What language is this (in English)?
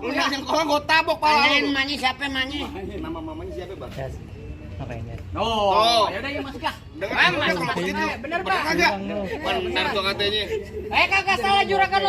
Betawi